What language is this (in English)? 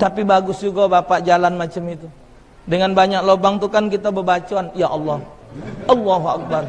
Musi